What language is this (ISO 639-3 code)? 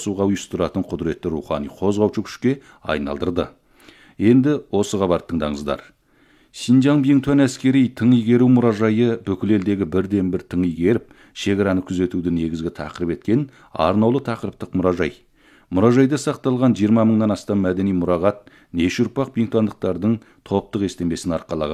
kaz